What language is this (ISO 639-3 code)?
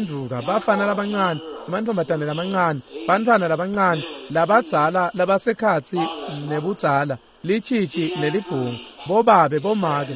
ssw